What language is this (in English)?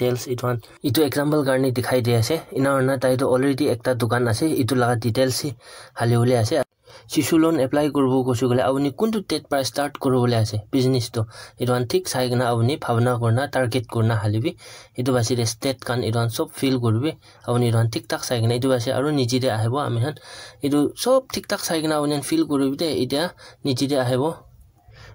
Naga Pidgin